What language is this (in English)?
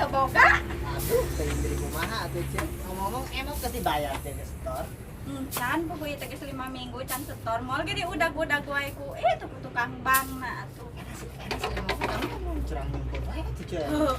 Sundanese